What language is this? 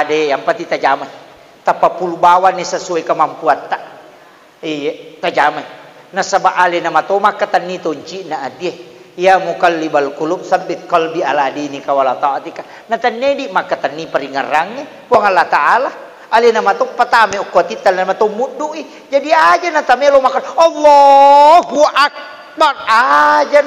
Buginese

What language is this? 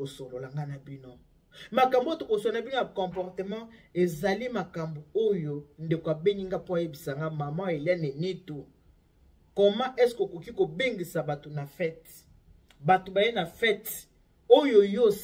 Lingala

